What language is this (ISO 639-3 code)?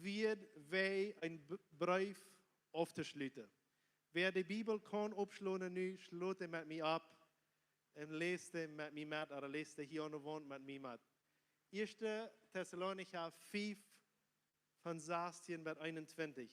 pdt